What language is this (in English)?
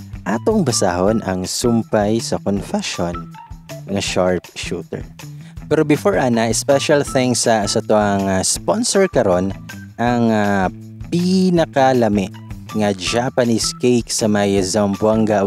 Cebuano